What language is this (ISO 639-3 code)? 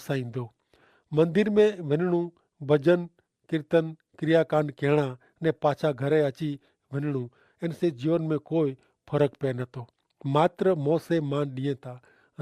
kfr